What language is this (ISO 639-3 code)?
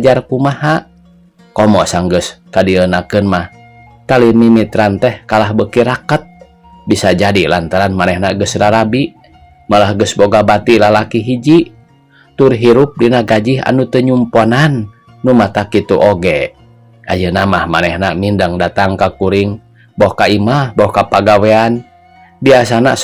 sun